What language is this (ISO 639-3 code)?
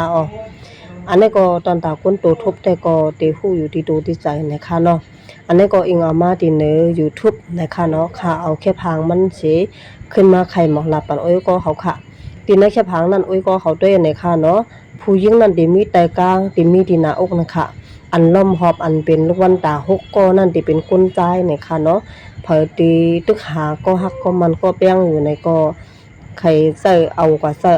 shn